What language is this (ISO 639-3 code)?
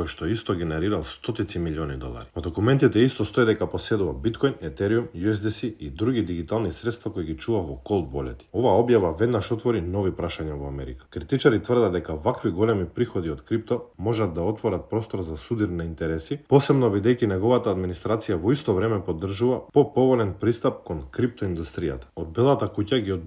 mkd